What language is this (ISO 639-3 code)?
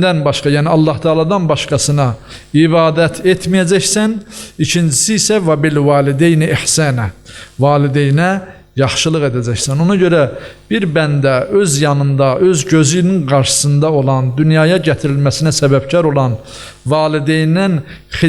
aze